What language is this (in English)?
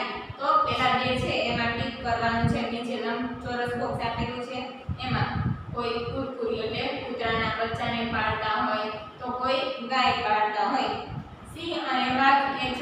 Gujarati